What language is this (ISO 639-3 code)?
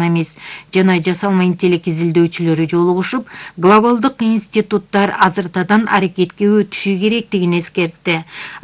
kir